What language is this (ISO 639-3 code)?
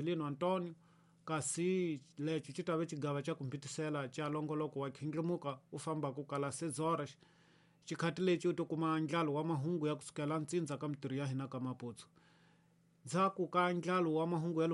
tso